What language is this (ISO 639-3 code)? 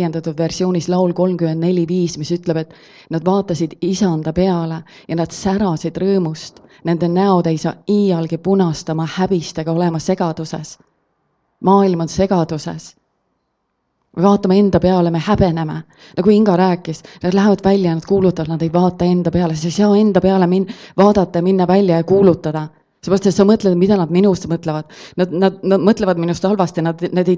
est